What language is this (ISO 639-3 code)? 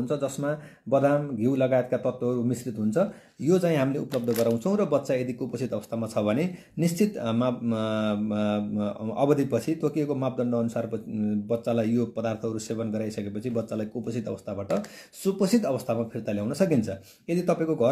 nep